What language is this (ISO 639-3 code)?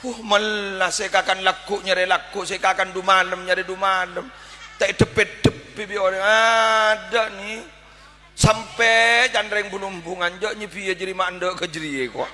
mad